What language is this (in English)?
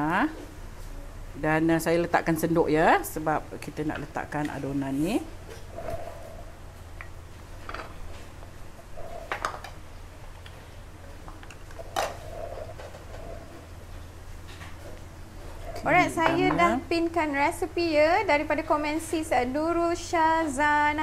Malay